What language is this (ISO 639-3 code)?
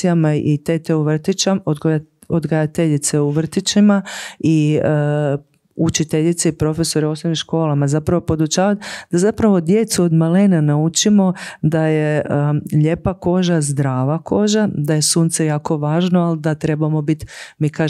hrv